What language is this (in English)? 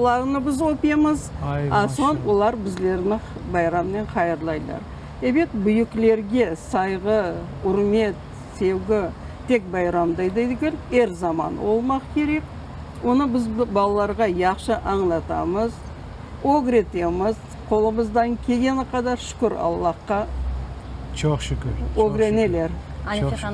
Crimean Tatar